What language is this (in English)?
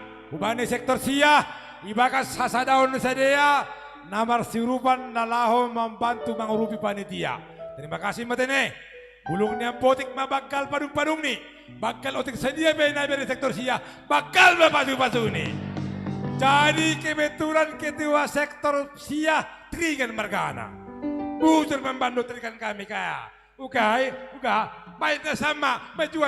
Batak Simalungun